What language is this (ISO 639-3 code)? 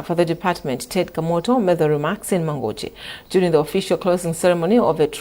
eng